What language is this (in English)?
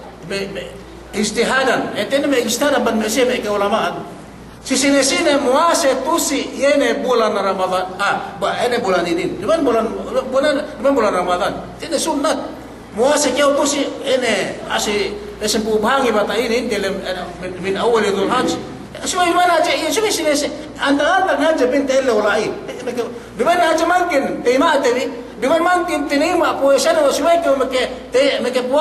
Yakan